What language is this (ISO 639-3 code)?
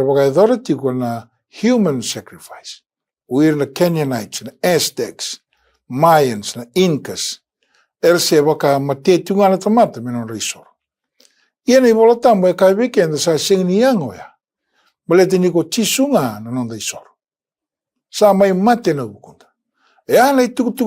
fij